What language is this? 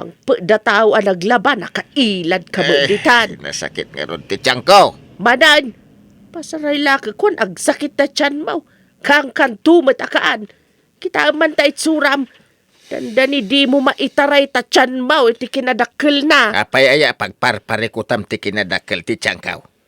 Iloko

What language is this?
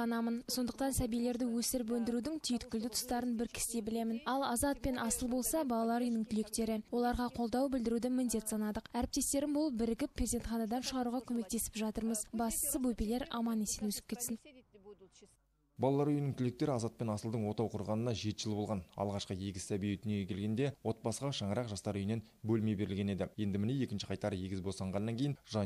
Kazakh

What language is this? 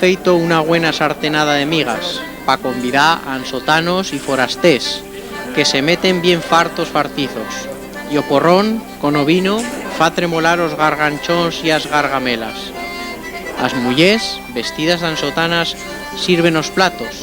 Aragonese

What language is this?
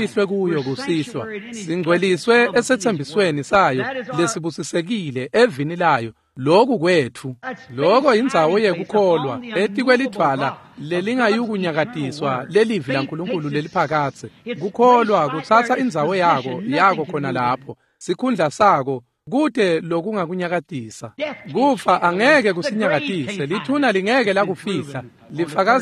Swati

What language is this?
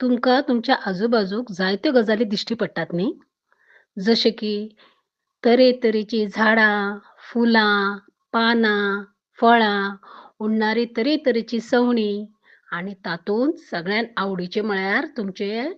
Konkani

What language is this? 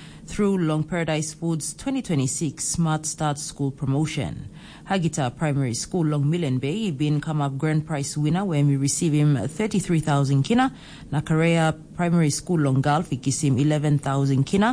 Tok Pisin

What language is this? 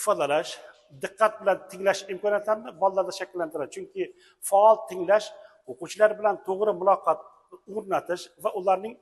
Uzbek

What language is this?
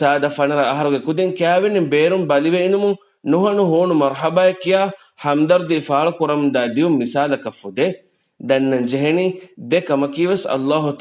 Divehi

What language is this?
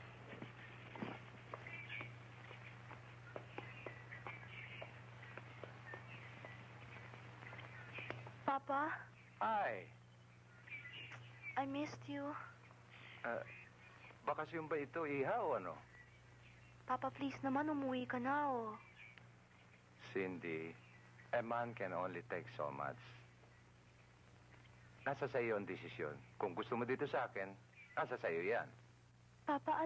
Filipino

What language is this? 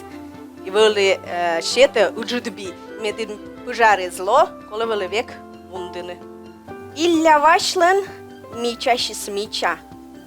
Komi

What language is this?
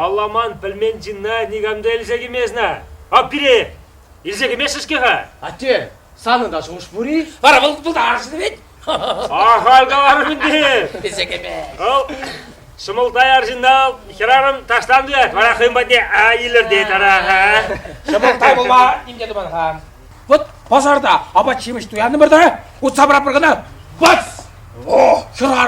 Chuvash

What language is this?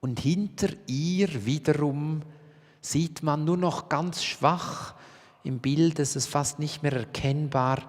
Swiss German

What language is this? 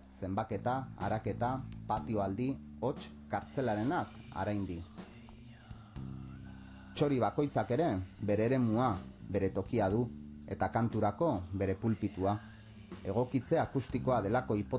Basque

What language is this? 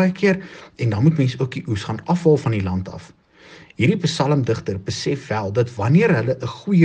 Afrikaans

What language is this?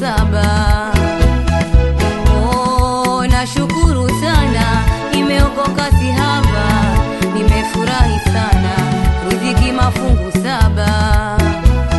Swahili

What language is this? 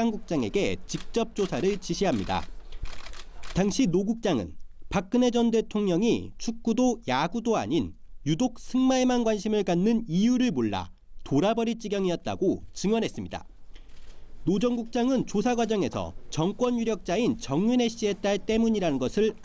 Korean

